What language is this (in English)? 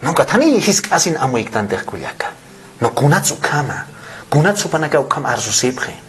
Aymara